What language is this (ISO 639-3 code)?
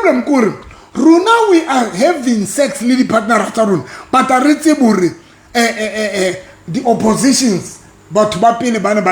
sot